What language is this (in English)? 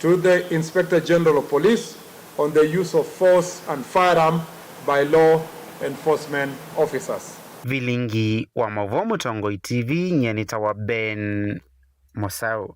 Kamba